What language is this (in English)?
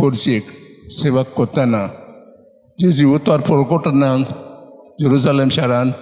Konkani